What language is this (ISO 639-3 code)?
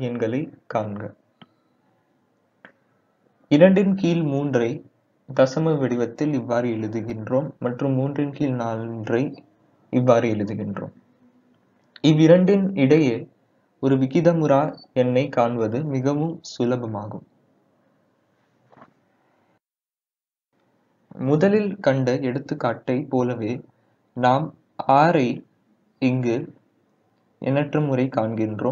tam